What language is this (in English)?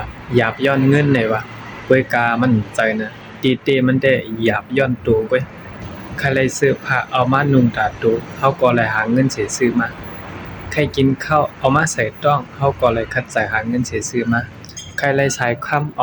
Shan